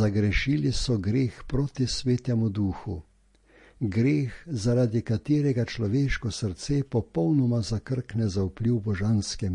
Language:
Slovenian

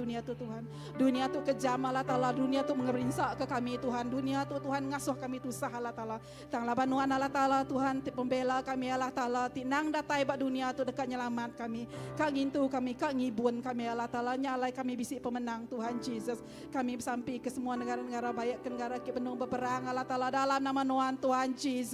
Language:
Iban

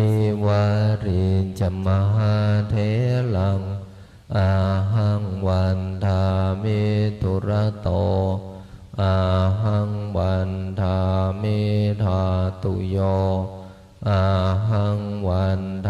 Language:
Pali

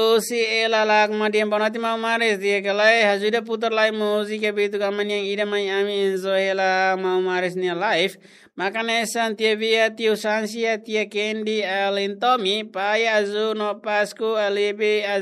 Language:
Tetum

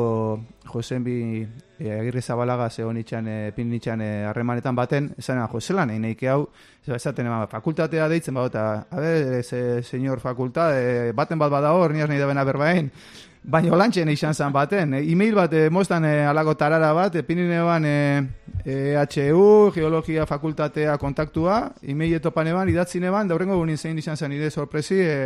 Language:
Basque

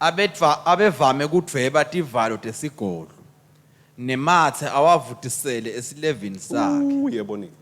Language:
Swati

